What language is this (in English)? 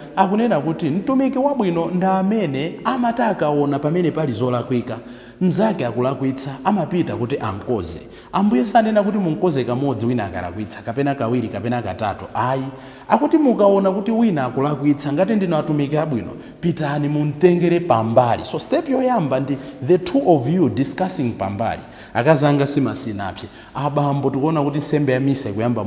Nyanja